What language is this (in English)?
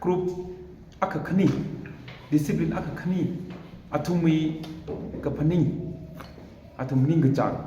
Tangkhul Naga (India)